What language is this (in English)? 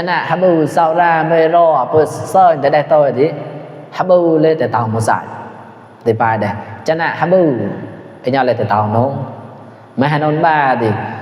Mon